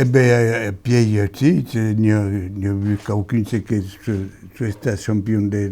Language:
Occitan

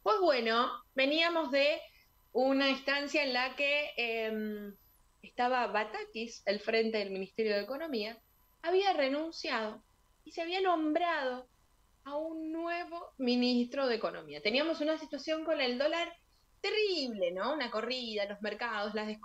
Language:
Spanish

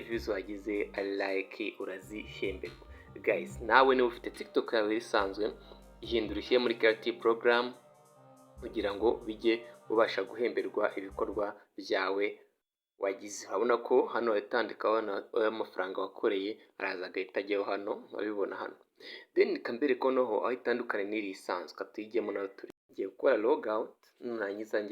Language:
Kinyarwanda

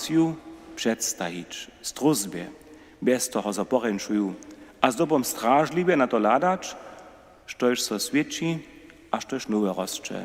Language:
Upper Sorbian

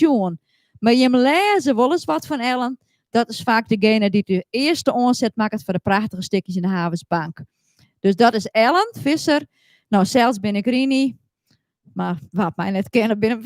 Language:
Western Frisian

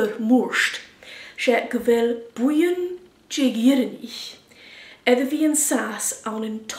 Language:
Scottish Gaelic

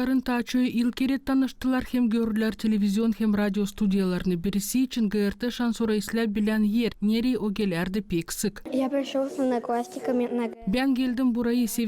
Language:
Gagauz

